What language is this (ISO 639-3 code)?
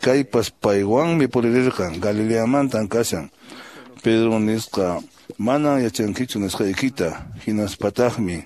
que